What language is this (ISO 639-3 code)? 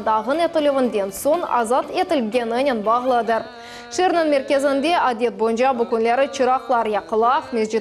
crh